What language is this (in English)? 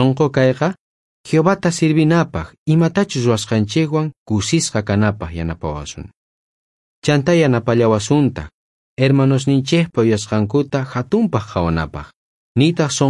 South Bolivian Quechua